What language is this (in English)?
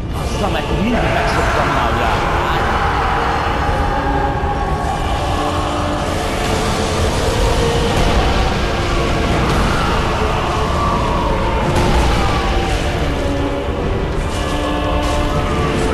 Hungarian